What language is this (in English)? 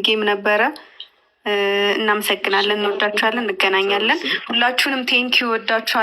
Amharic